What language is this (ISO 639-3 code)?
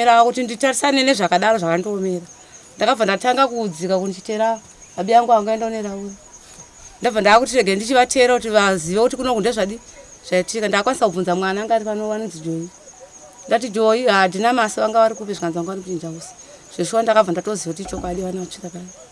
sna